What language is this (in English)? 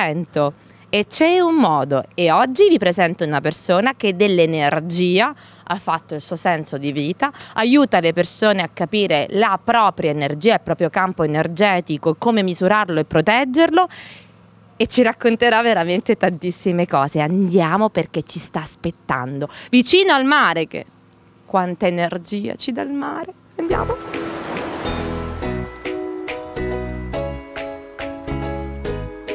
Italian